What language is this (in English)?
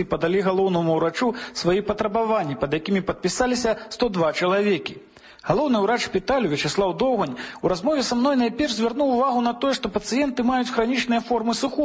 Belarusian